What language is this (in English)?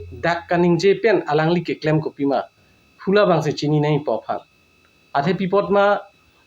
Karbi